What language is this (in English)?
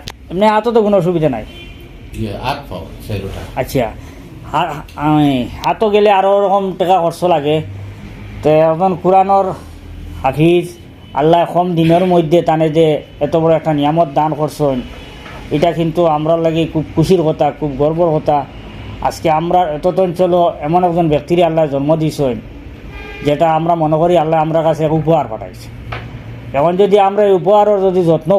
Sylheti